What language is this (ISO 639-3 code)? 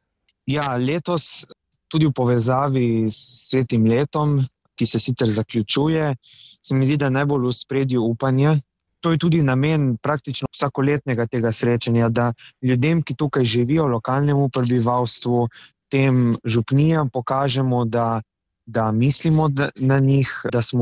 slv